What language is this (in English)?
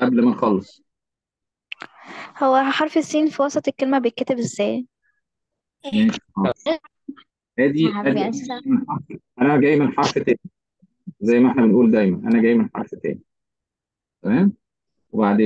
Egyptian Arabic